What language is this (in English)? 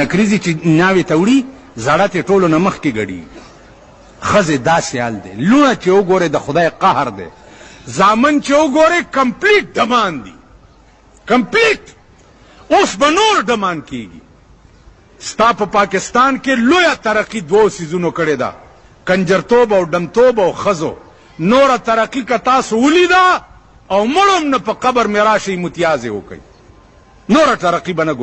Pashto